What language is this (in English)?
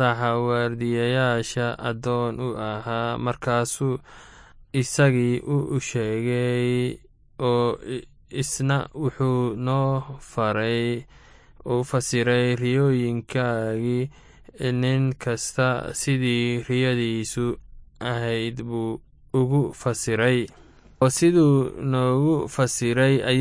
Somali